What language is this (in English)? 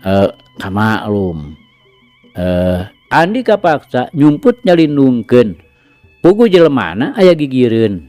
Sundanese